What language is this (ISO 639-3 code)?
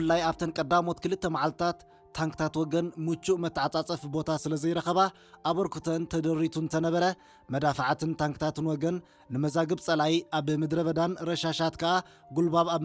tir